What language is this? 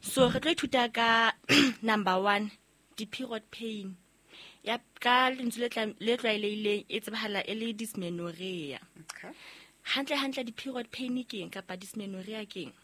Southern Sotho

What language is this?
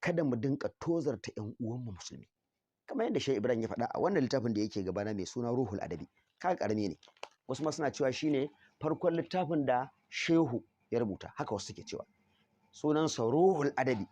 Hausa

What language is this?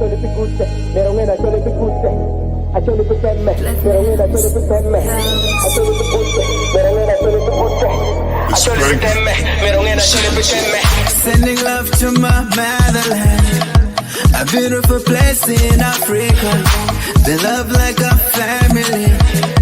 Acoli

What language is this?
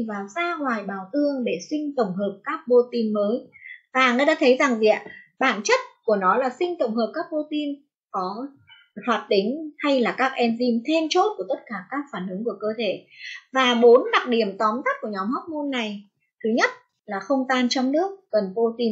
Vietnamese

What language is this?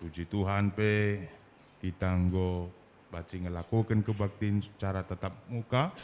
Batak Karo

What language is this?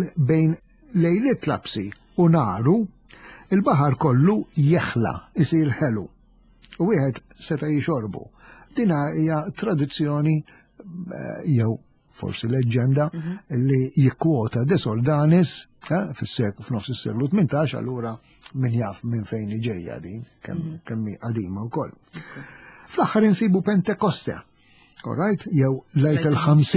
Maltese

